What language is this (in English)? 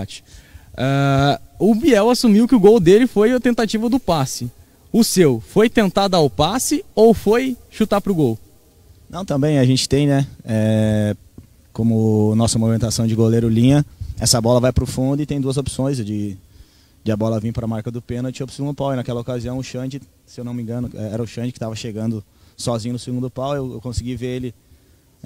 Portuguese